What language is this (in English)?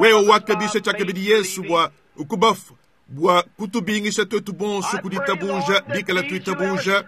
Luba-Lulua